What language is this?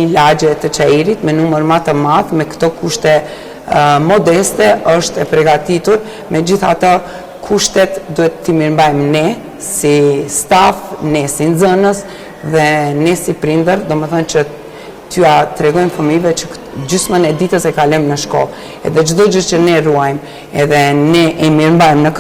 Albanian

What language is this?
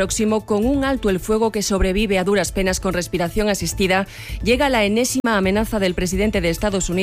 Spanish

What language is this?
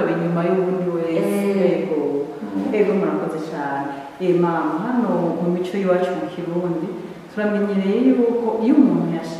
Rundi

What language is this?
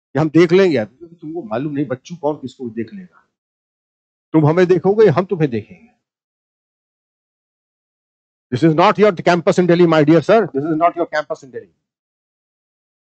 Hindi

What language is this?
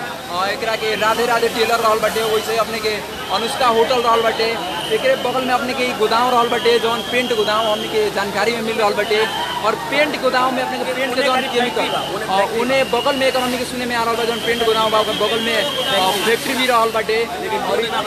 Bhojpuri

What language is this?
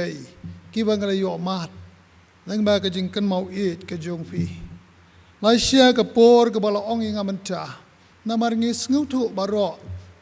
Khasi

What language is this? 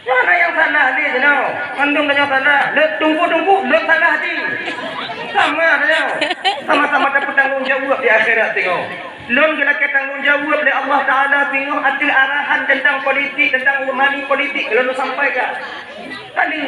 Achinese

